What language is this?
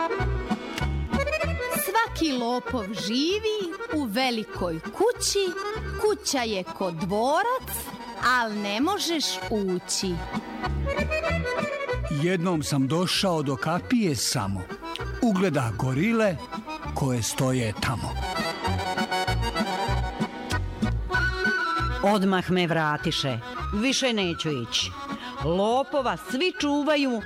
Serbian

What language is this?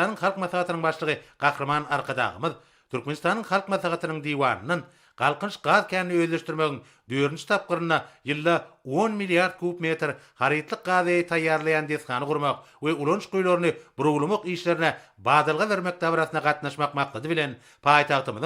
Turkmen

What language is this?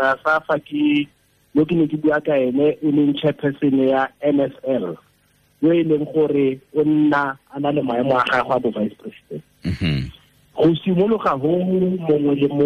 Tswana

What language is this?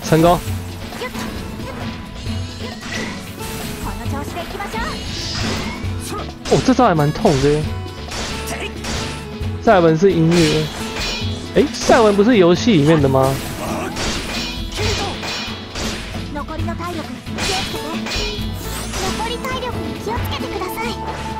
Chinese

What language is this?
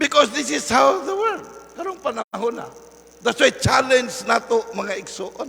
Cebuano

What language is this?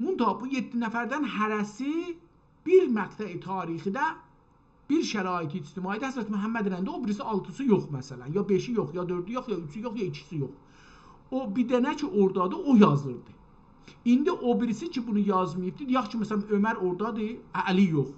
South Azerbaijani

